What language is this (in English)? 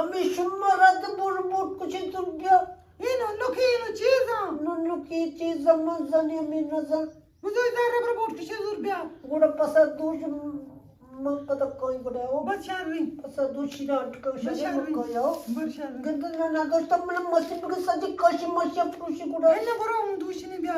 Baluchi